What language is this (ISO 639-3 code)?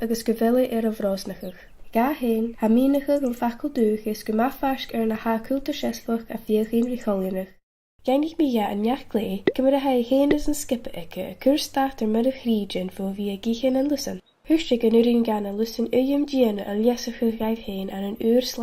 gla